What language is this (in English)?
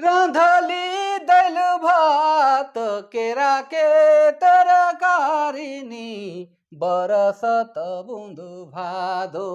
Sadri